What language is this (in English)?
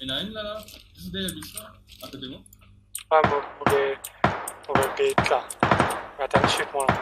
Morisyen